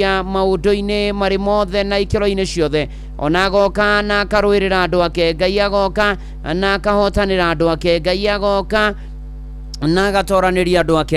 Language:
Kikuyu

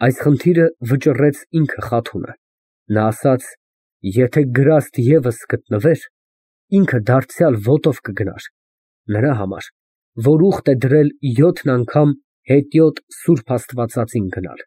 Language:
Armenian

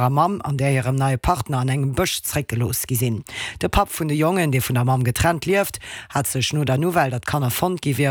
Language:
Luxembourgish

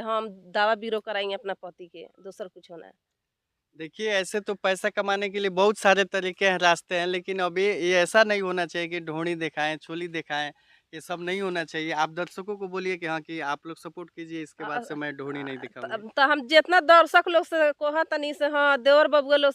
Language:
Bhojpuri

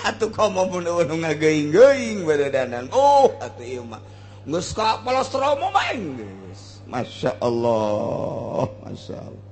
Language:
Sundanese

